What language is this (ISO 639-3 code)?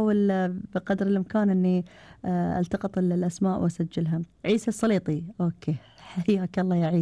afb